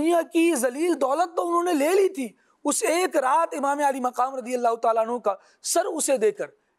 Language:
Urdu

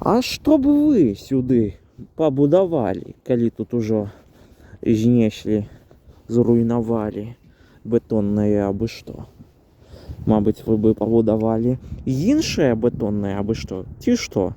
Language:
Belarusian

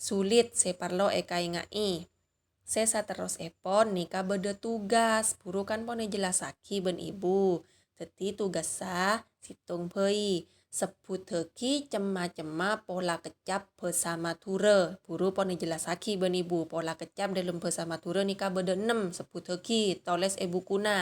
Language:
Madurese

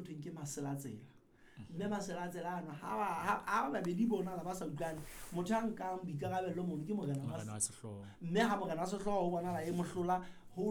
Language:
Southern Sotho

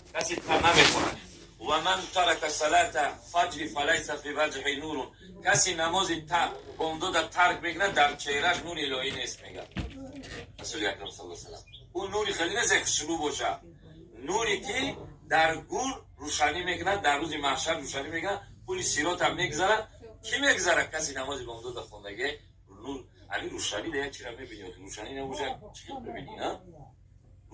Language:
Tajik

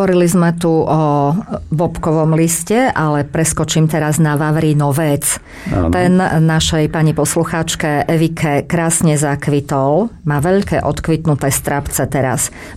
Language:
Slovak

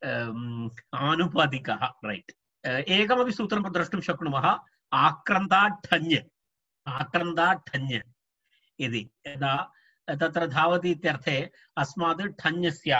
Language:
Sanskrit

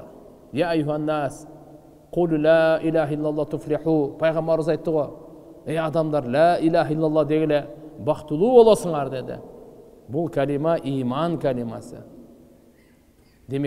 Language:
Kyrgyz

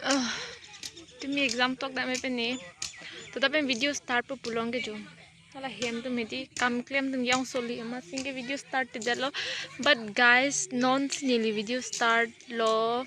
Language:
Karbi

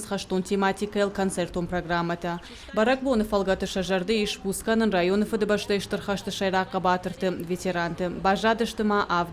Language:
Ossetic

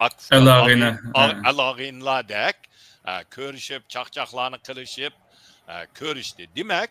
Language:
Uyghur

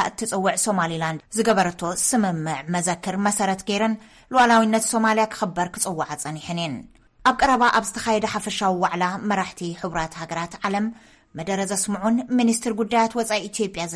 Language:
Tigrinya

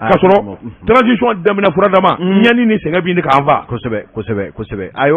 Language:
Bambara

